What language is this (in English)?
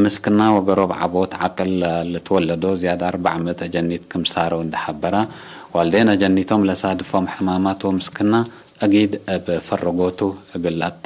Tigre